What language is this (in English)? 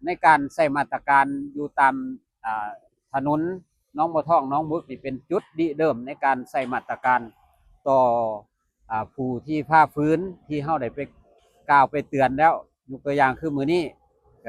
Lao